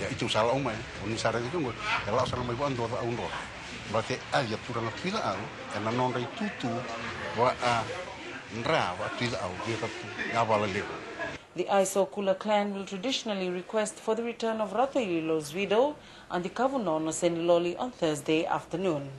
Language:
Fijian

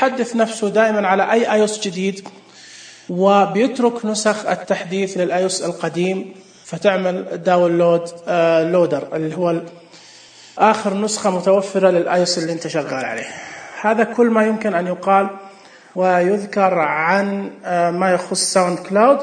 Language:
Najdi Arabic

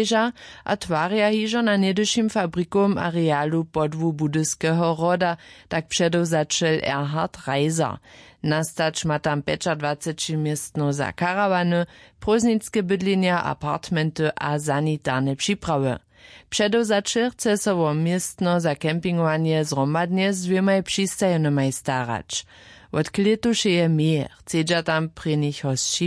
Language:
Upper Sorbian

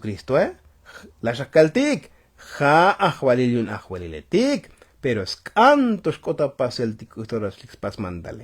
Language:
Tzotzil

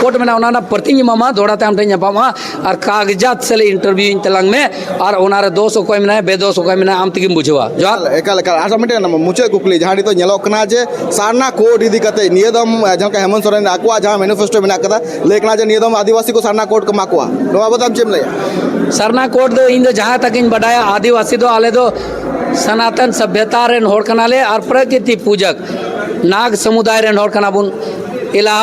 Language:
Santali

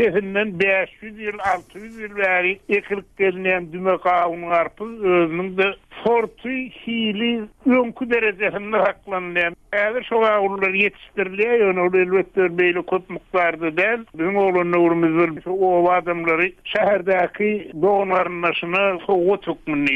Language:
Turkmen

